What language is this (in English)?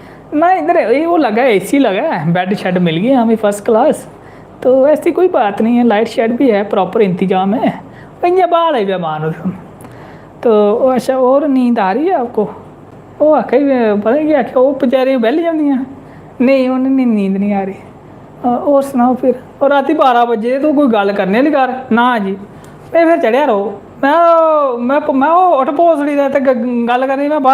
Dogri